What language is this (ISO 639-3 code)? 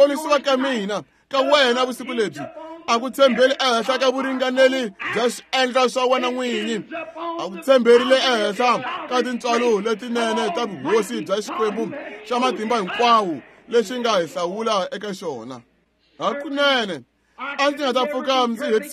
tso